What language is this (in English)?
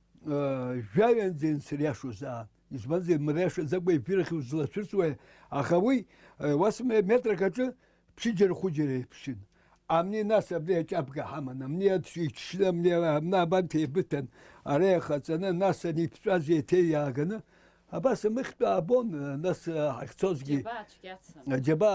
Abkhazian